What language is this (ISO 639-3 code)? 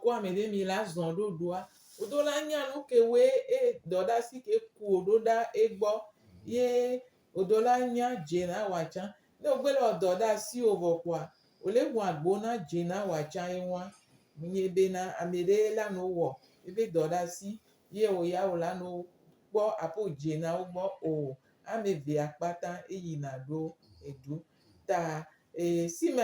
gej